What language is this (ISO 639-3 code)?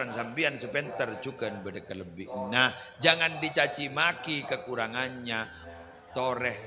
mad